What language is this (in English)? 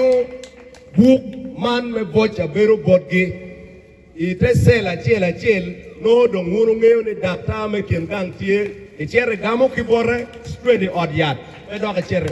Acoli